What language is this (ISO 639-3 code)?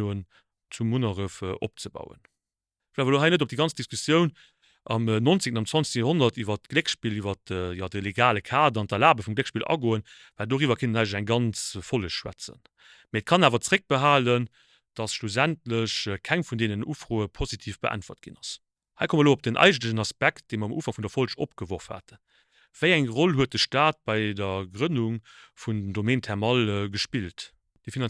ltz